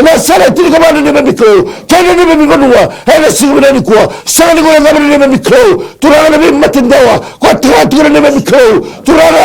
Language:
Fijian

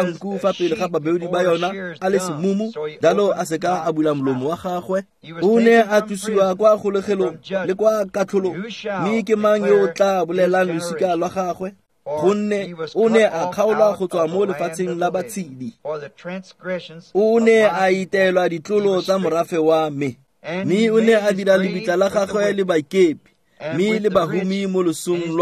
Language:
Tswana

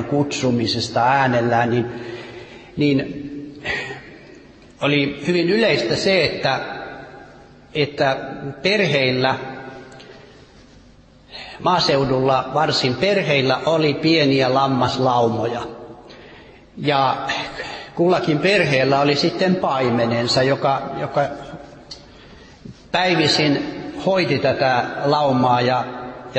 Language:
Finnish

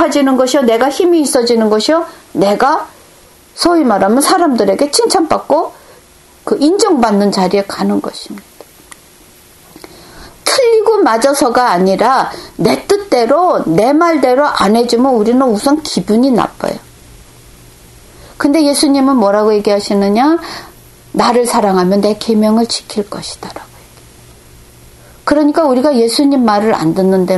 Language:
Korean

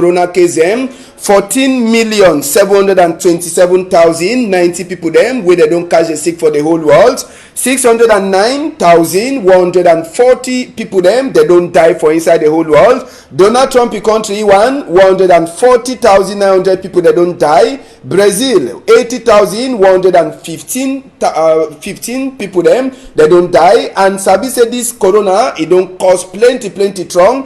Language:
Cameroon Pidgin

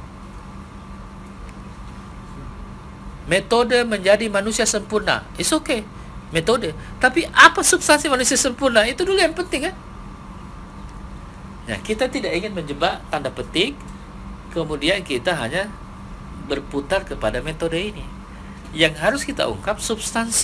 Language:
Indonesian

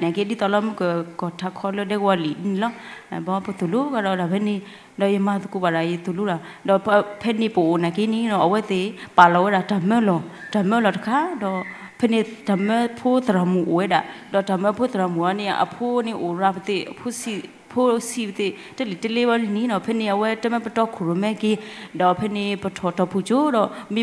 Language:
S'gaw Karen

